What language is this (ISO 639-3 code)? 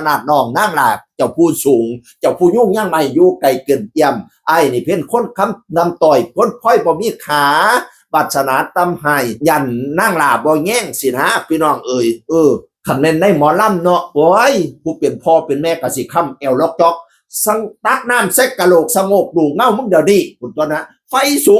tts